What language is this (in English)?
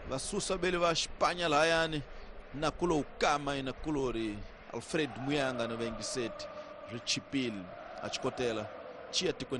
Tsonga